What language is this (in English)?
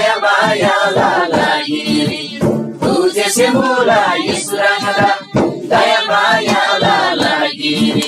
Eastern Tamang